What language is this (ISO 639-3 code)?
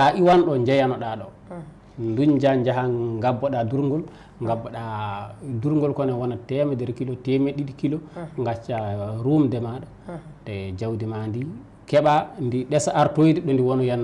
ful